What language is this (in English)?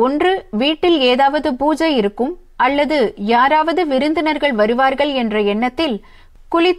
Tamil